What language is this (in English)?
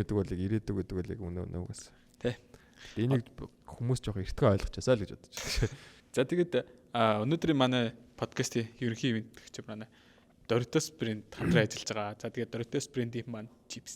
Mongolian